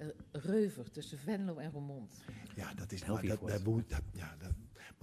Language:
Western Frisian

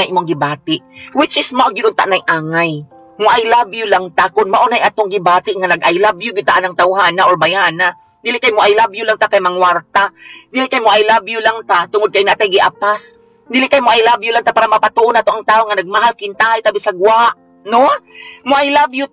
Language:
Cebuano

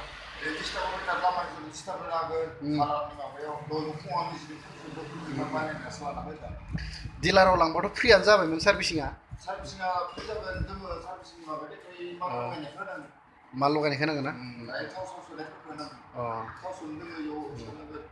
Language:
Bodo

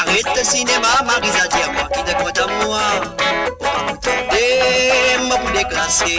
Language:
Morisyen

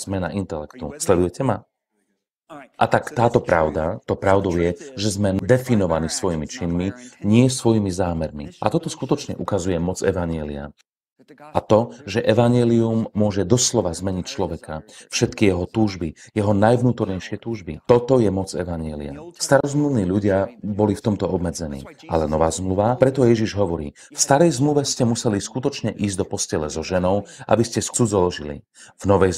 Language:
Slovak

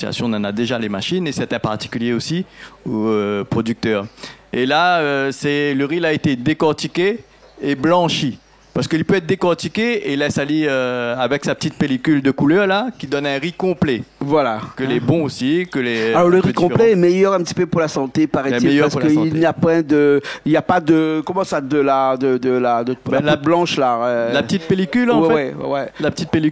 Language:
Réunion Creole French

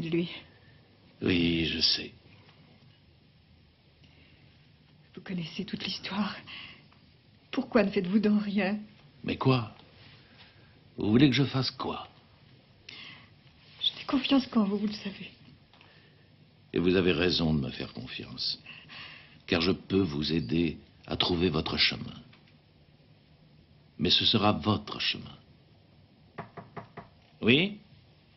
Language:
French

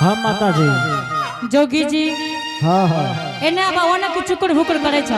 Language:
Angika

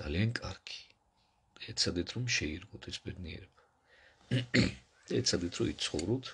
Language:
Georgian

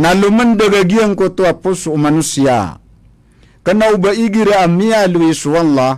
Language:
Maranao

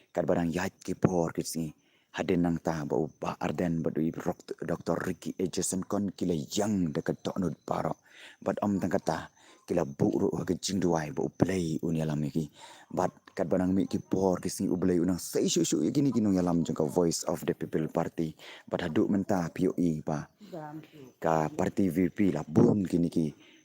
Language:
Khasi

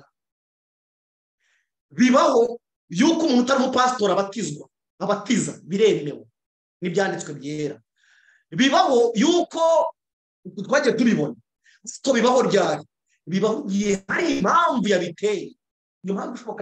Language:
Kinyarwanda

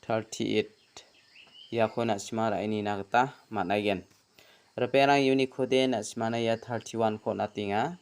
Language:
Garo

